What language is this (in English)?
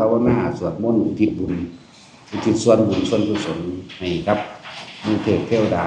Northeastern Thai